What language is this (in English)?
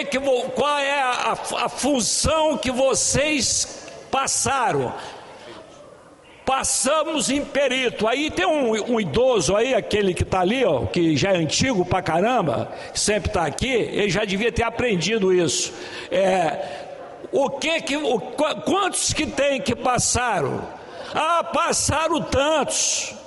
Portuguese